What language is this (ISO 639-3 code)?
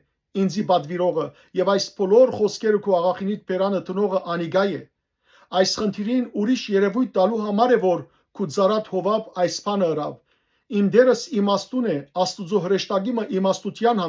hyw